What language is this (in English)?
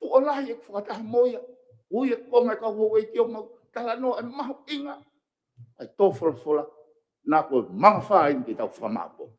Tongan